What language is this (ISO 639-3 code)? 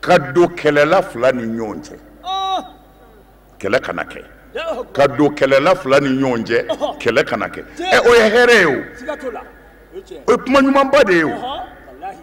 bam